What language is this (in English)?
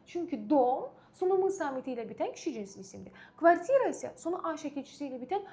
Azerbaijani